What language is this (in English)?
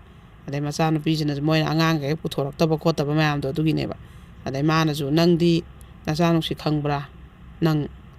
Manipuri